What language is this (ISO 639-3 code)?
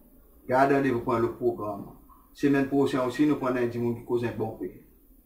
crs